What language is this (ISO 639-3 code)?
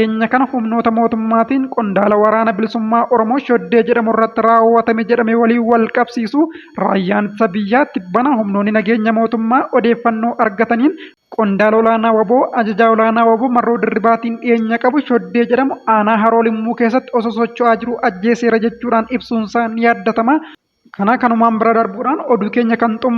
orm